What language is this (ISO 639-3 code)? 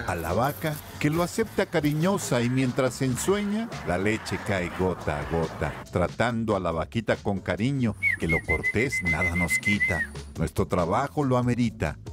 spa